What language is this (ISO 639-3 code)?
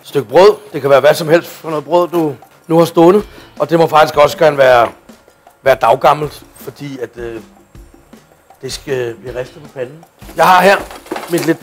dan